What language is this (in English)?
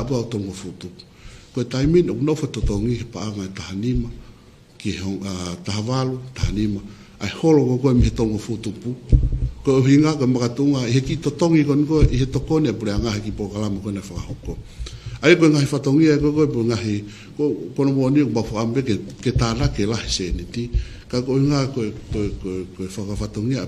Tongan